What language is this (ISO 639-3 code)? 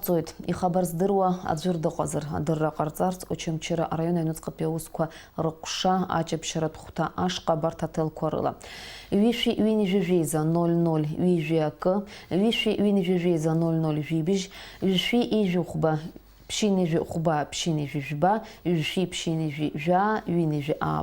abk